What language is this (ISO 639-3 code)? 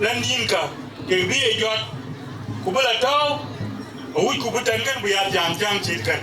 din